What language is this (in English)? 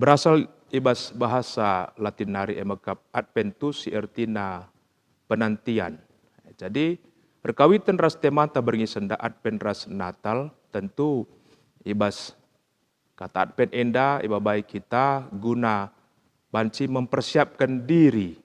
Batak Karo